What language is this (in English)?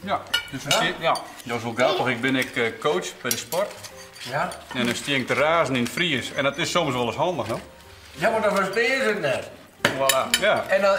Western Frisian